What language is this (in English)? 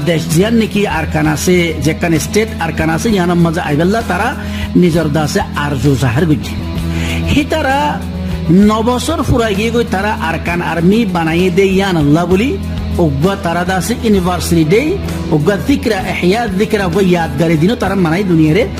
Rohingya